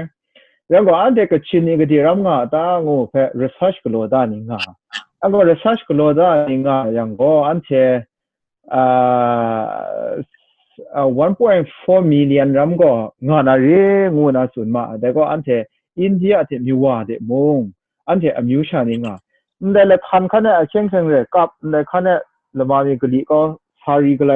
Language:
Kachin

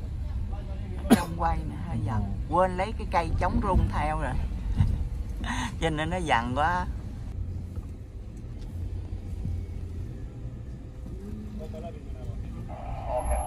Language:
Vietnamese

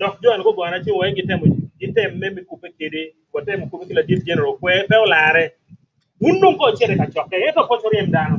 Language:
Acoli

